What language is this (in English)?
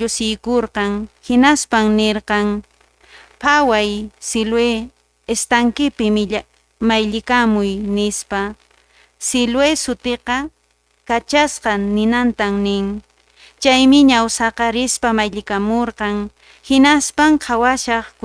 Quechua